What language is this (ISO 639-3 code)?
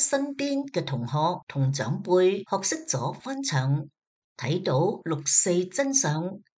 yue